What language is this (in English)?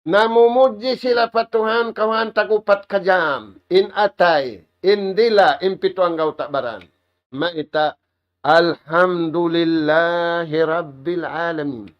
Tausug